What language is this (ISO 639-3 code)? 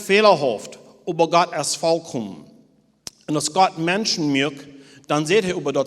pdt